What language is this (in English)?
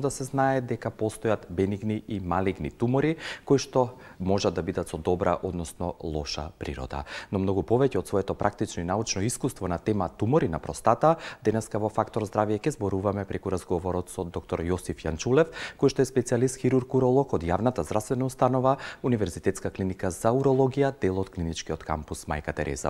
Macedonian